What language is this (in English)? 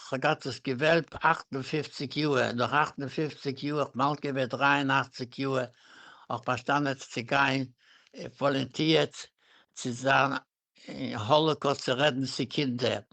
Yiddish